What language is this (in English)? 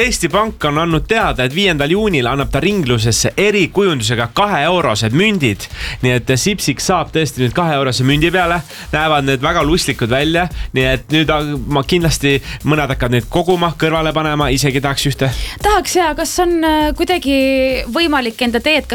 Estonian